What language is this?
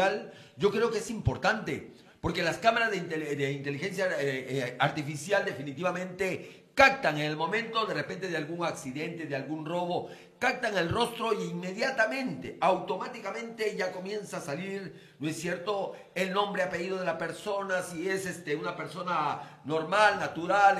Spanish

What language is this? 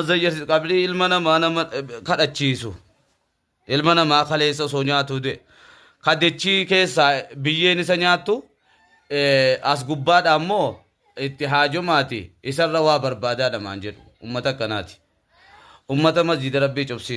Oromo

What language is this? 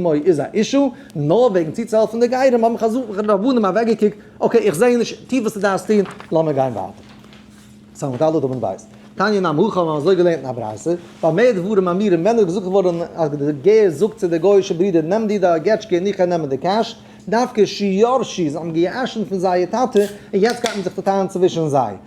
Yiddish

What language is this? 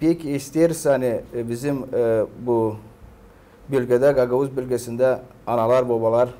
Gagauz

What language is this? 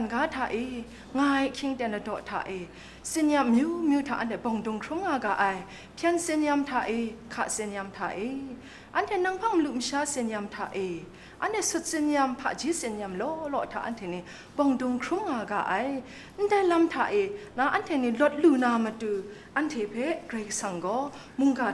Kachin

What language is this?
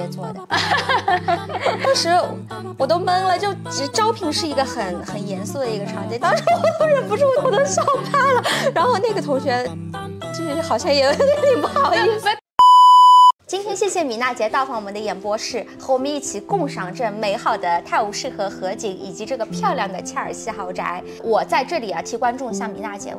Chinese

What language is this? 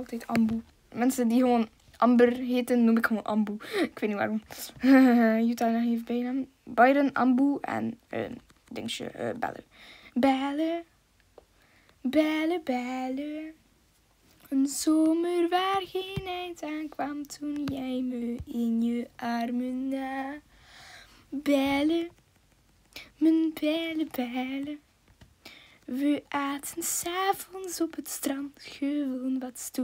Dutch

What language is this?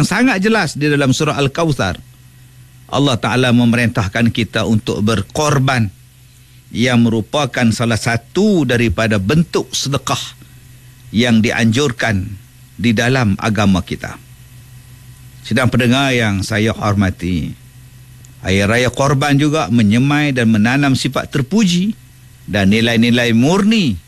Malay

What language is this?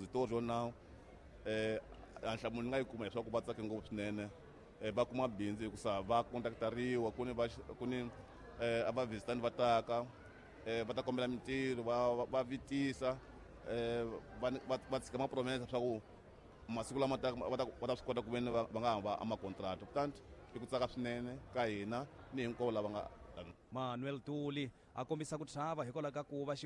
Tsonga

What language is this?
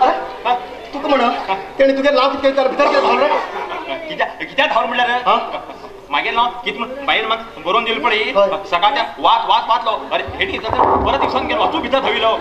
Konkani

